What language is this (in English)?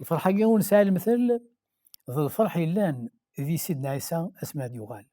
Kabyle